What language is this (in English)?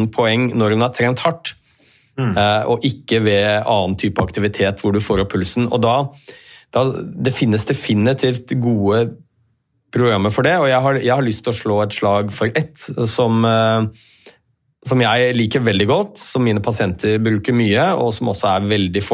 Norwegian